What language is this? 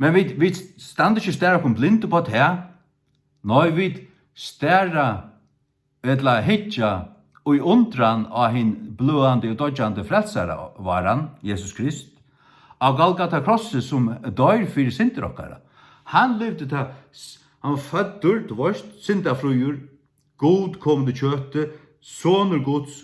Faroese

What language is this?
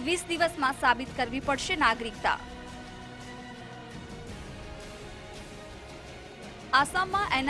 Gujarati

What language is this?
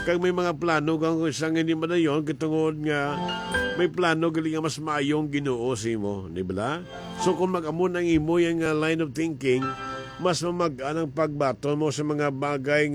Hiligaynon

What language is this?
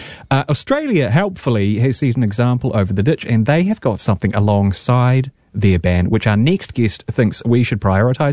English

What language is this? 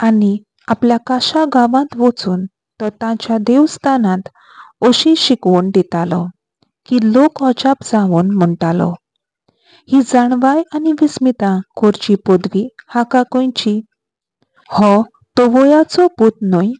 Konkani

